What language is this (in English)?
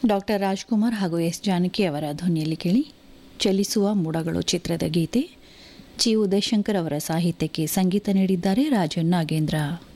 Kannada